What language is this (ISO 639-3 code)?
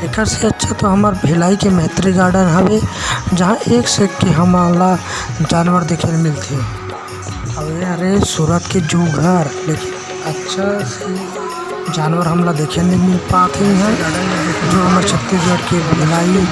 hne